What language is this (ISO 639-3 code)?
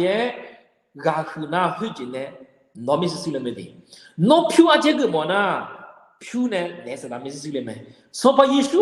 ahk